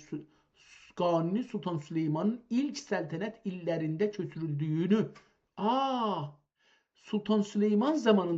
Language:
South Azerbaijani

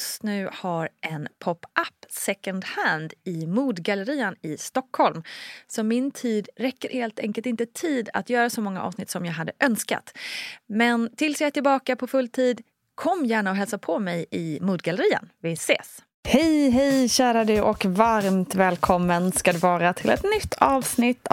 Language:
Swedish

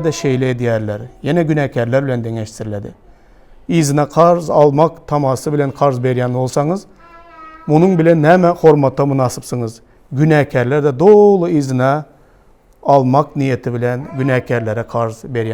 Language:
Turkmen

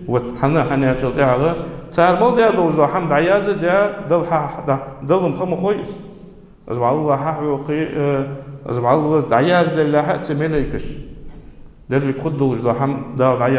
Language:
Ingush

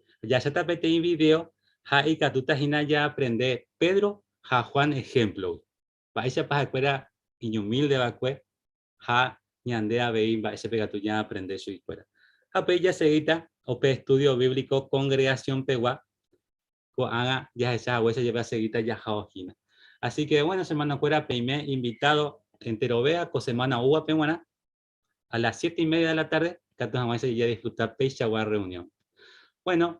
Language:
Guarani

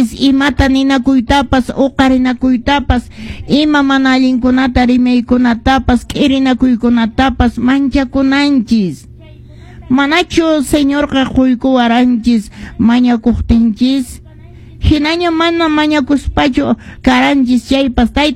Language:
Quechua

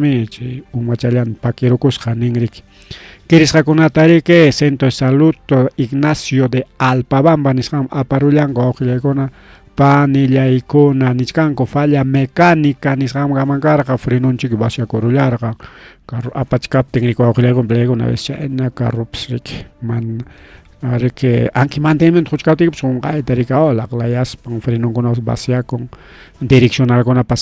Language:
Ayacucho Quechua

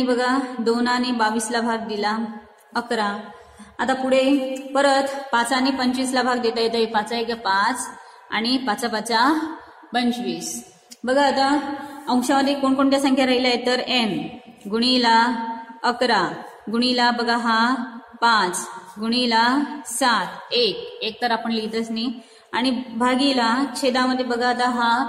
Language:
Marathi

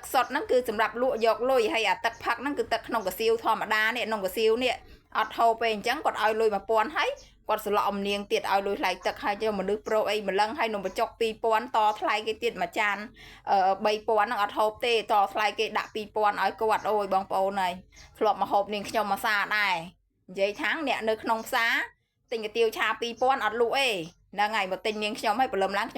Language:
Khmer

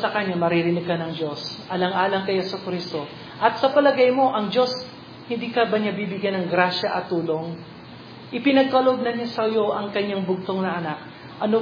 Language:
Filipino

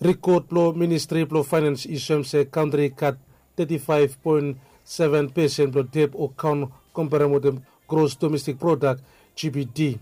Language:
Bislama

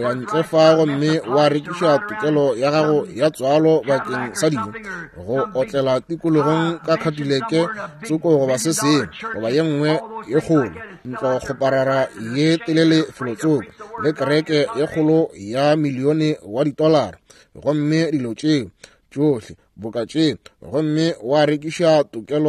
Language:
Northern Sotho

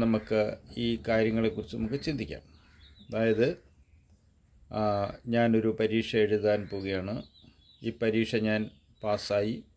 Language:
Malayalam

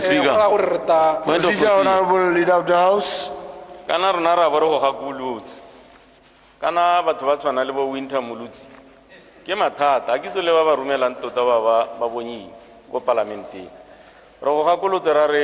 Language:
Tswana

